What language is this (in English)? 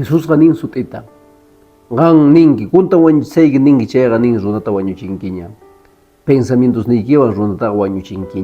Quechua